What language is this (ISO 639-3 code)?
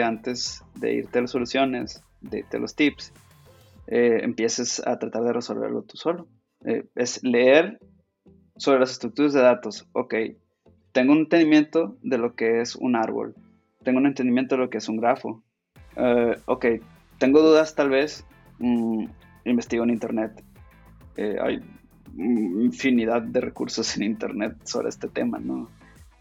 spa